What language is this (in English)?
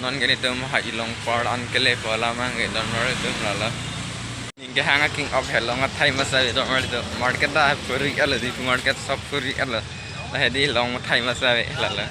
Karbi